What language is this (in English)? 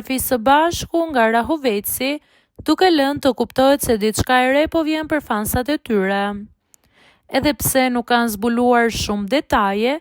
Albanian